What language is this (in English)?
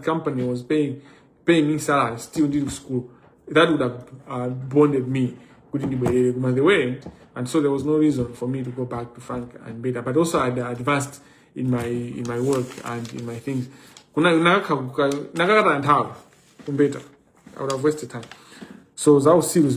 Nyanja